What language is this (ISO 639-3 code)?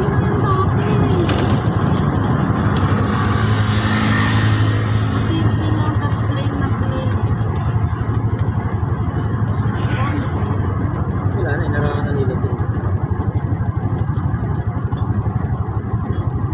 fil